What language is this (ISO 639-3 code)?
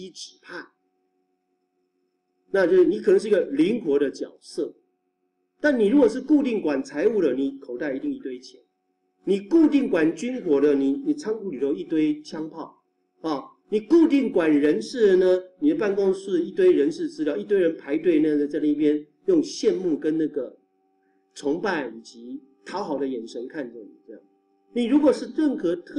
zho